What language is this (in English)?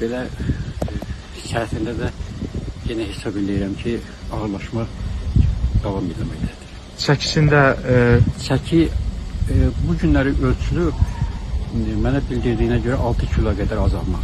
Azerbaijani